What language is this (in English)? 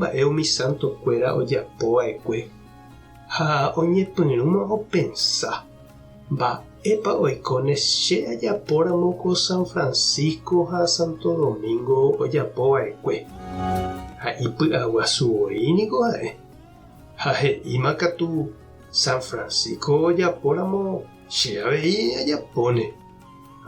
Guarani